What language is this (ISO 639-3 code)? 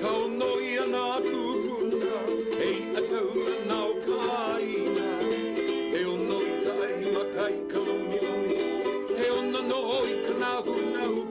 haw